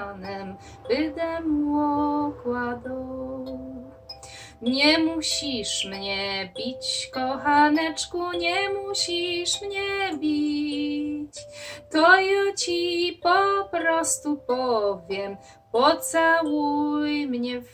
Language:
Silesian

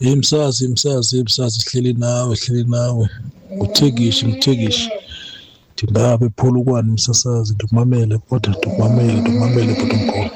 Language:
Xhosa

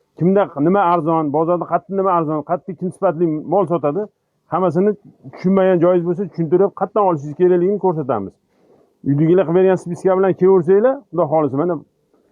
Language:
Uzbek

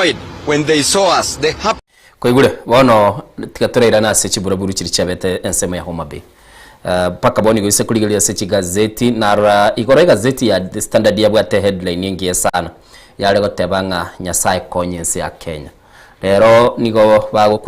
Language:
Gusii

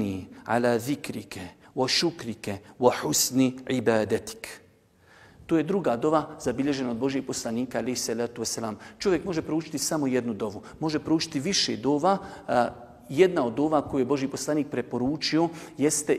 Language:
Bosnian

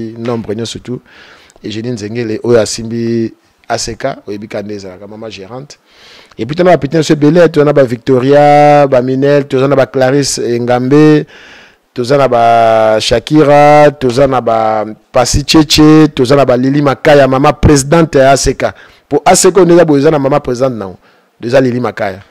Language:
Lingala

